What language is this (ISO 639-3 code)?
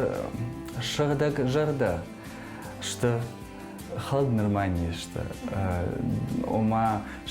oss